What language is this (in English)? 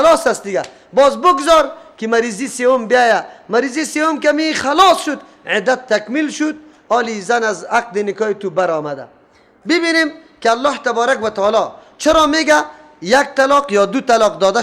Persian